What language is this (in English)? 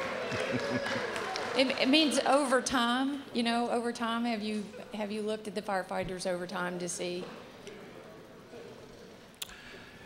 English